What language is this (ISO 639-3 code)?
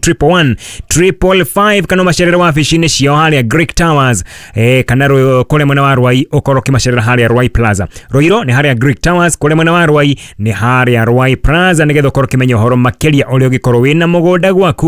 kik